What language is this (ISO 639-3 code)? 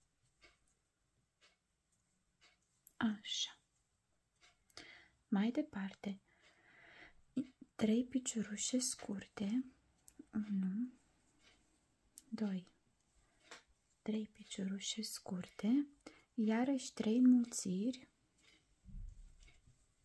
ron